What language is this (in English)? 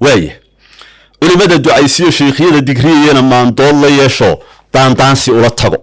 Somali